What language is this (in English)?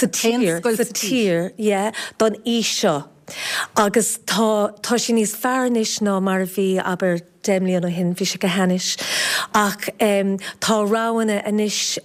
Irish